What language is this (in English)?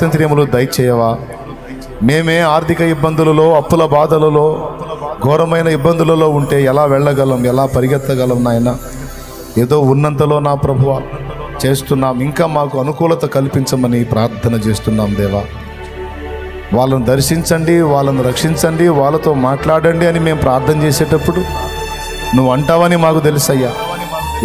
Telugu